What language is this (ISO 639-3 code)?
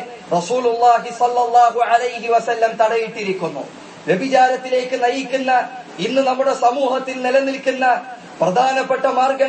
mal